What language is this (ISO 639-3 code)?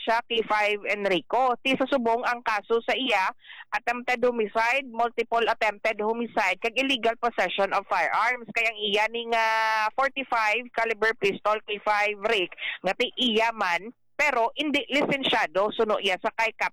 hil